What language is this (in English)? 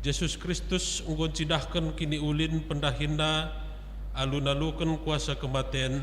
Batak Karo